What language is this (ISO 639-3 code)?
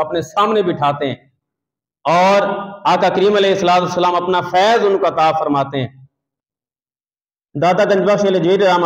urd